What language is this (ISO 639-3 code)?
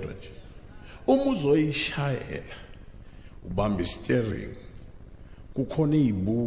zul